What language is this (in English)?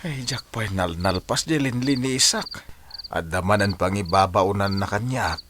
Iloko